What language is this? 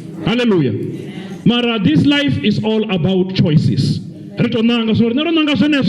Venda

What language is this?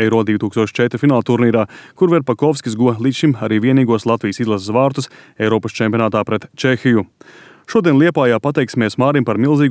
Latvian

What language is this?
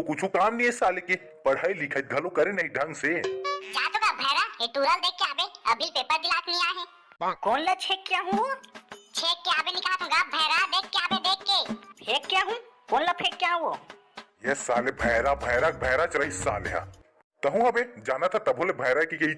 Chhattisgarhi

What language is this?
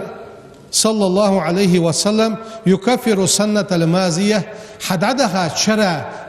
Ingush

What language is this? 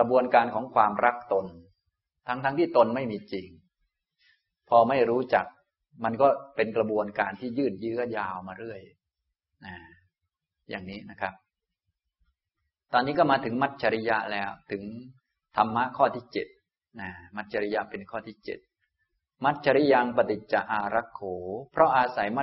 Thai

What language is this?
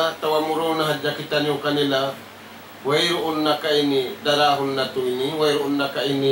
Tausug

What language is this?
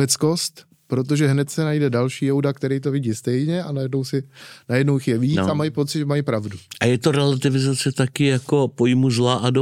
Czech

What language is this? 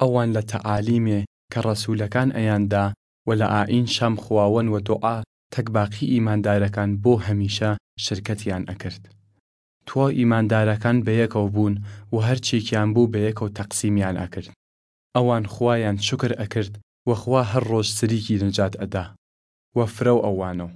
Southern Kurdish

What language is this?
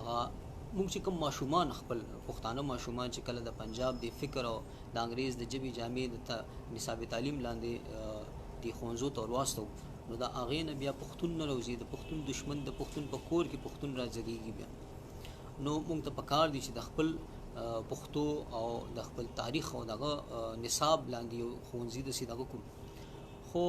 Pashto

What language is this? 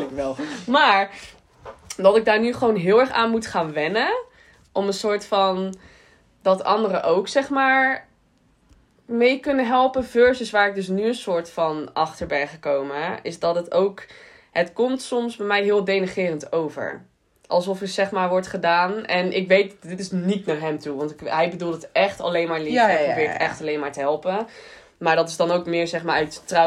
Dutch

